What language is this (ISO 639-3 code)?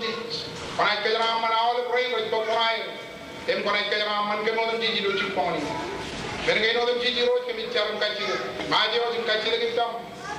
mah